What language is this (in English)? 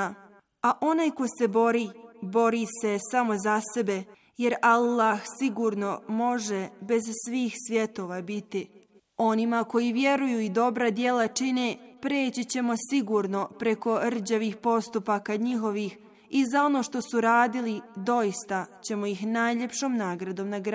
Bosnian